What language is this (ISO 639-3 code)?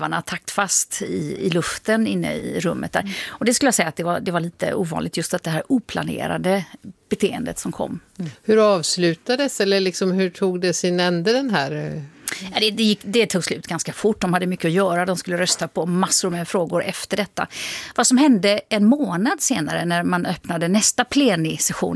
swe